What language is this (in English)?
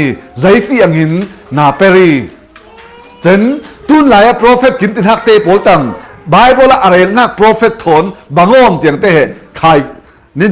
Falam Chin